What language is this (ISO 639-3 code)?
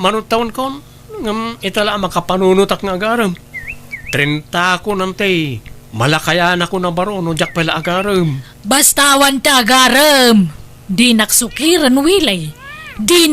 ilo